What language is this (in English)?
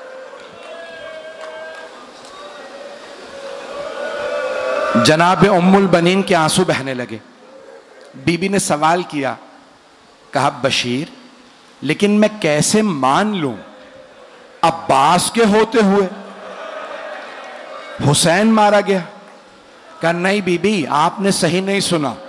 Urdu